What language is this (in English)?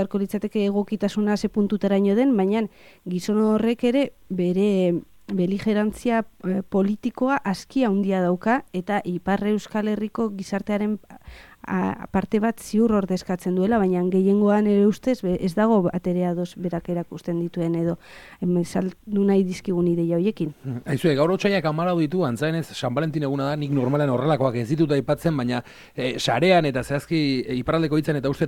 Basque